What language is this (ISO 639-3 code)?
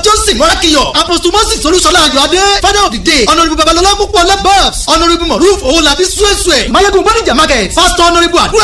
yor